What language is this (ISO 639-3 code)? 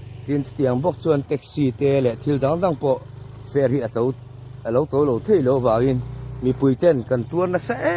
lus